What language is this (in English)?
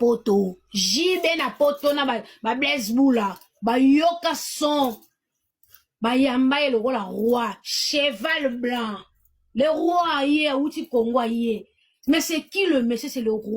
Lingala